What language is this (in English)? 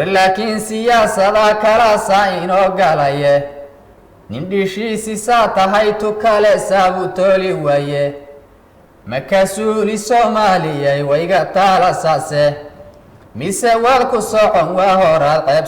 Somali